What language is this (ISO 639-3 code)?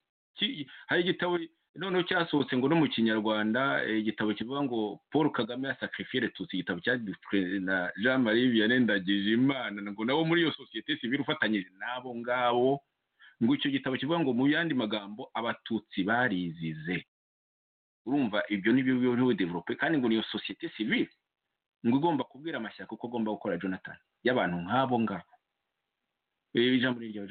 kin